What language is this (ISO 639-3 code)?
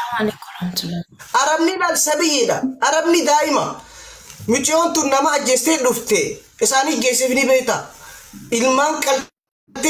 orm